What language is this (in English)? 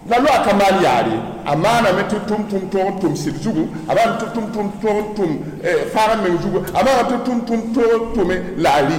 Mossi